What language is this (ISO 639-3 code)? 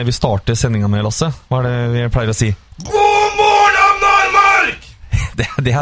nor